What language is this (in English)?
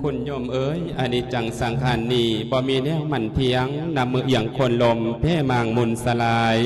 Lao